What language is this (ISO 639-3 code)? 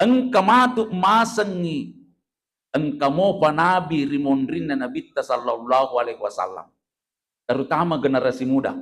bug